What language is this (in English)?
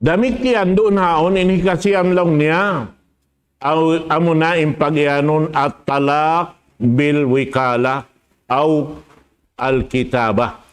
Tausug